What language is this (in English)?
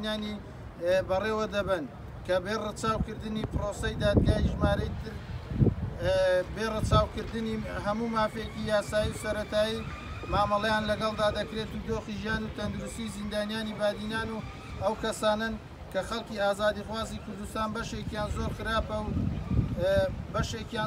Central Kurdish